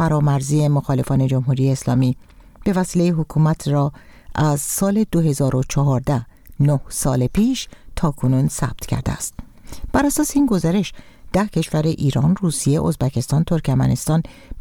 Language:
Persian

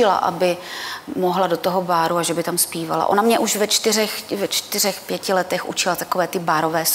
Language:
Czech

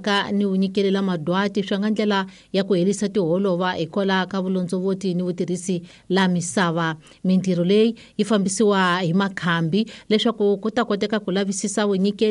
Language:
Tsonga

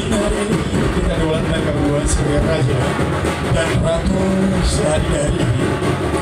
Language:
Minangkabau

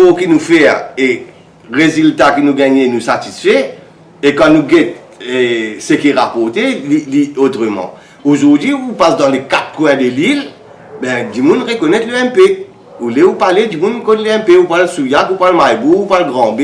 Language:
Morisyen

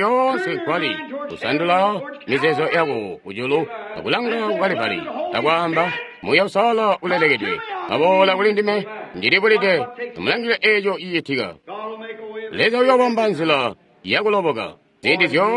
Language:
Tonga (Zambia)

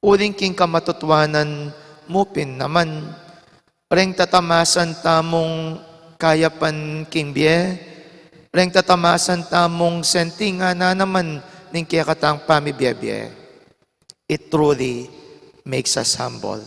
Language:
Pampanga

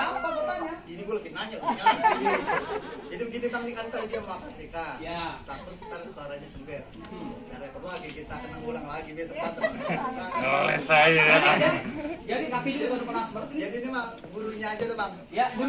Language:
Betawi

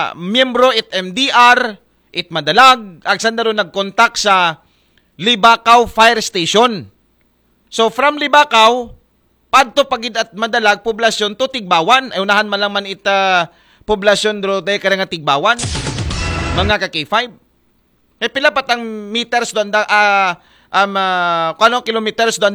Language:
Aklanon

